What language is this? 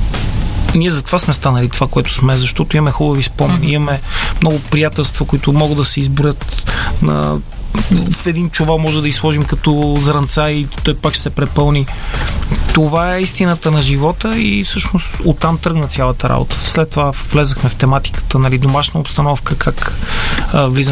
Bulgarian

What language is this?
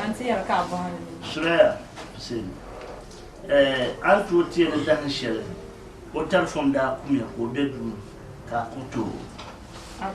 Dagbani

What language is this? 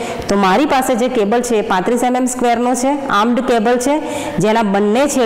Gujarati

